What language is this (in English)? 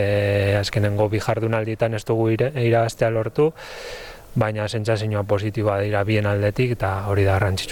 Basque